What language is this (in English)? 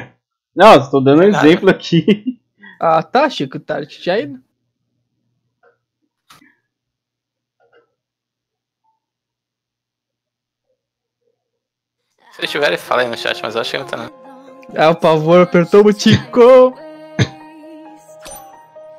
Portuguese